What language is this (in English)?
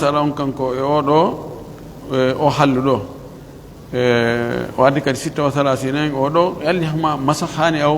Pular